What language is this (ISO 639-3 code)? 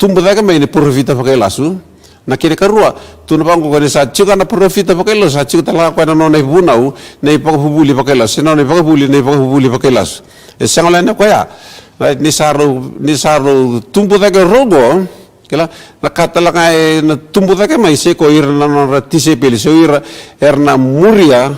fij